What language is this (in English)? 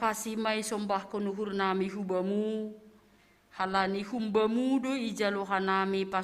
Batak Simalungun